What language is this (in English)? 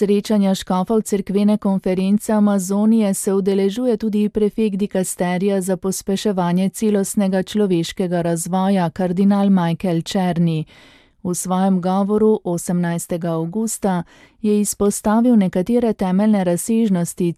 Slovenian